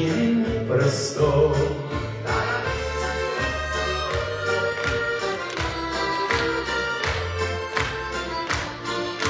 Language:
Russian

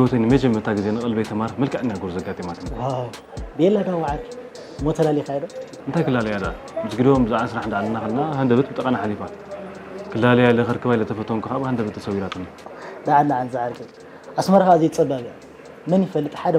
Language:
Tigrinya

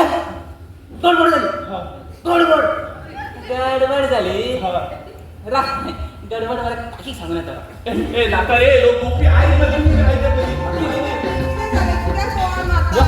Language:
Konkani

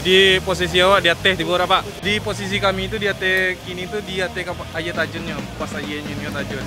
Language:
Minangkabau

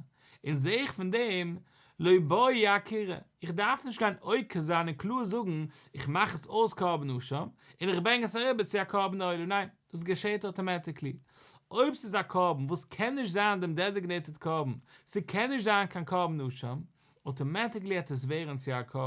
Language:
Yiddish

